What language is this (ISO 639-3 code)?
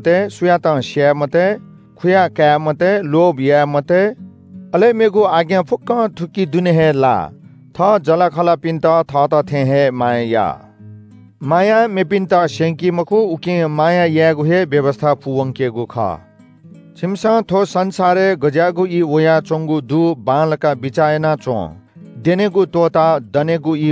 new